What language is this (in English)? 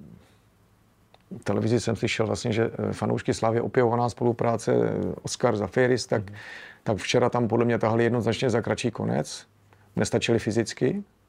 Czech